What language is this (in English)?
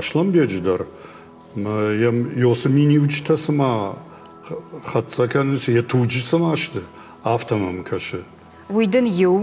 Ossetic